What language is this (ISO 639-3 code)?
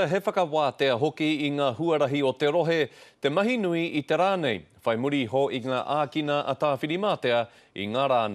mri